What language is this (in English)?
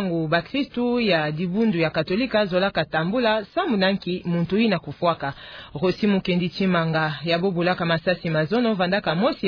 Kituba (Democratic Republic of Congo)